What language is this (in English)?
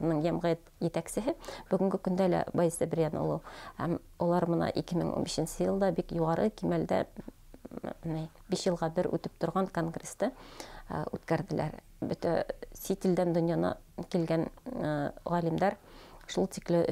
Bashkir